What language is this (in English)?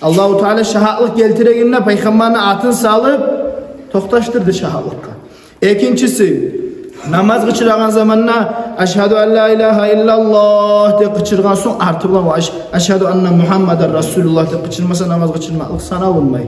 Kumyk